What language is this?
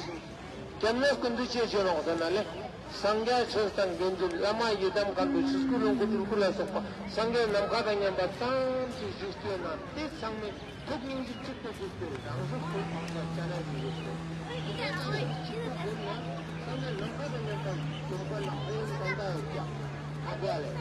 Tibetan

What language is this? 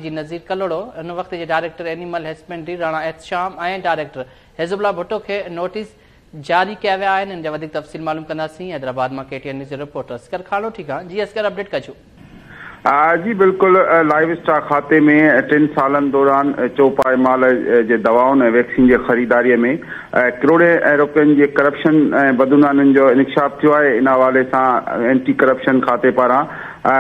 Sindhi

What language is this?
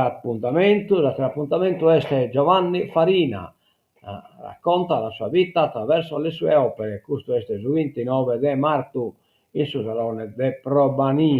Sardinian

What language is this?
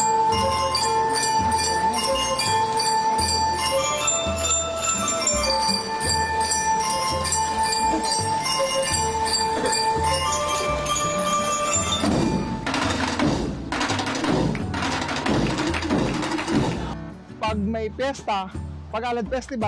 Filipino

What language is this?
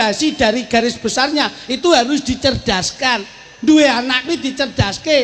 Javanese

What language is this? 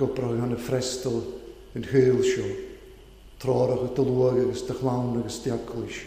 Welsh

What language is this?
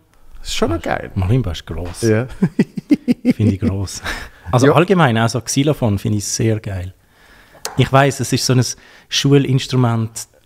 Swiss German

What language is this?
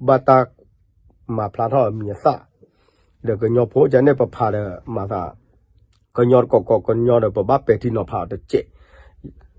S'gaw Karen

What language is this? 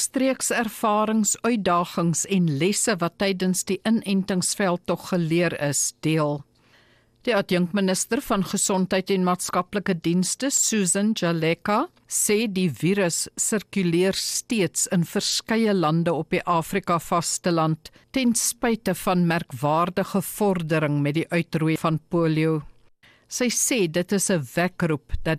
Afrikaans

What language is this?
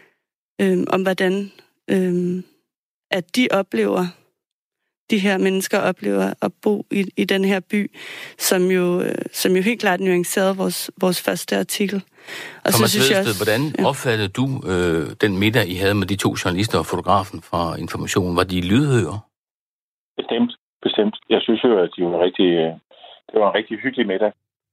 Danish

